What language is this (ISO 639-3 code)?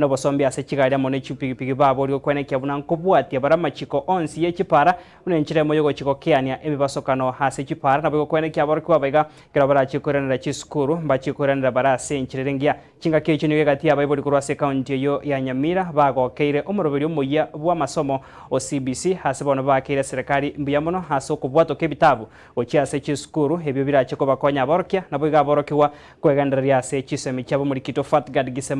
guz